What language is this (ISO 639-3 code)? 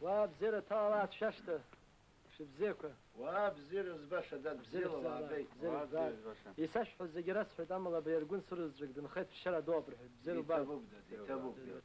abk